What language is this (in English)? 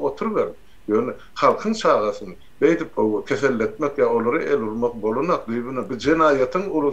Turkmen